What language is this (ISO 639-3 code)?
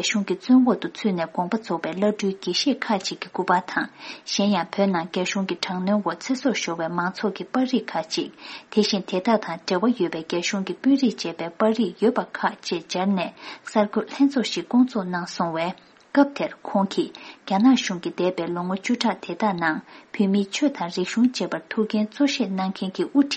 bod